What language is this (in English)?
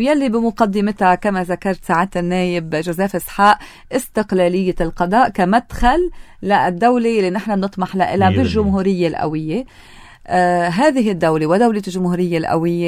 North Levantine Arabic